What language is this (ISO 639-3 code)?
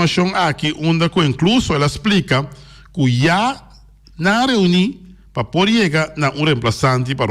pap